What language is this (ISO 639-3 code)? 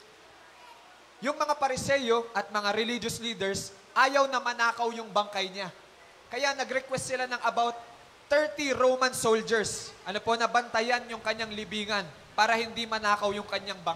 fil